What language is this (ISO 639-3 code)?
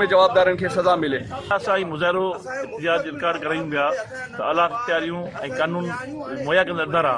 snd